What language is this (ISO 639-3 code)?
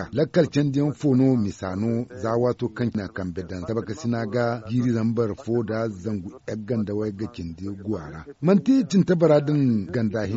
dje